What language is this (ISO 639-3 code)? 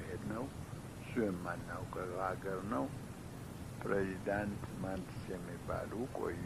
amh